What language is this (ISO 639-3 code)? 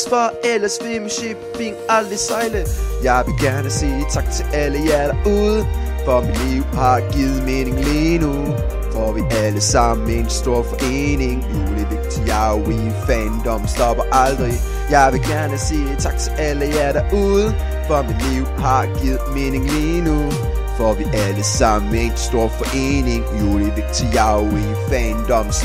dan